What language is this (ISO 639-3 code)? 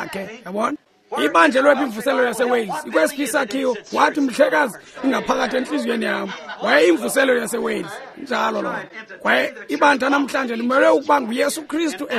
xho